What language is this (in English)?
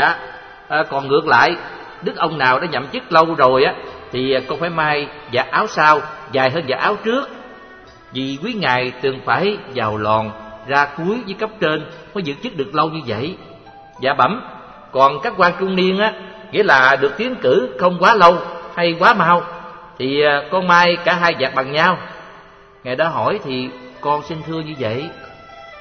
Vietnamese